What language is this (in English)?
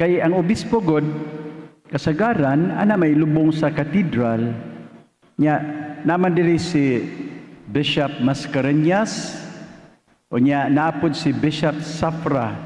Cebuano